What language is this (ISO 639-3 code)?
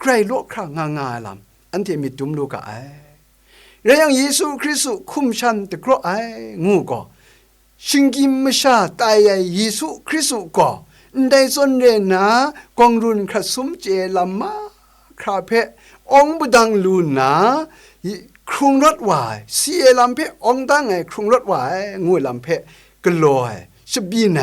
kac